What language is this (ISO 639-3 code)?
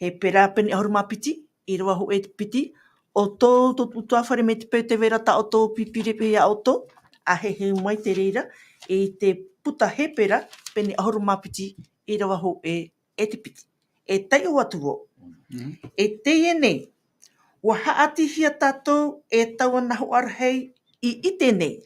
tah